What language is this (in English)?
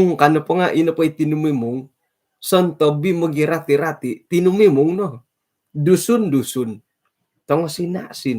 Central Dusun